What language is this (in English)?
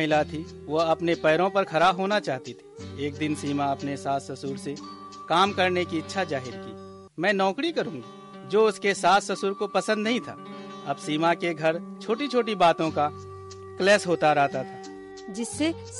Hindi